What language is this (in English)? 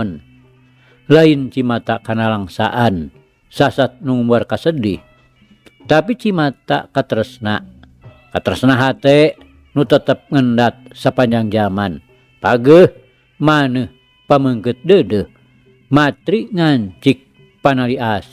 Sundanese